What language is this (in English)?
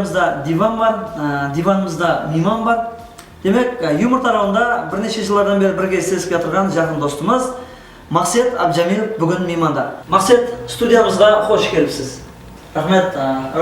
Kara-Kalpak